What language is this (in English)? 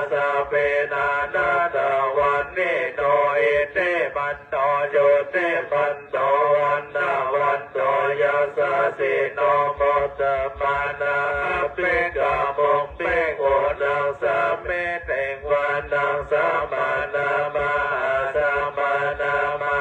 Pali